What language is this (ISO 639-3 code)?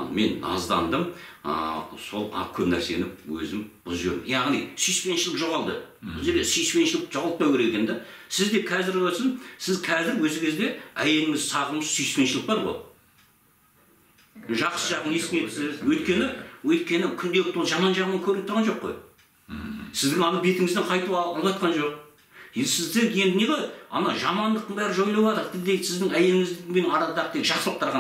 kaz